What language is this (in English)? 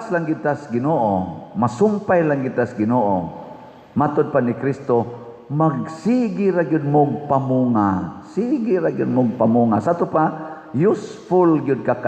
Cebuano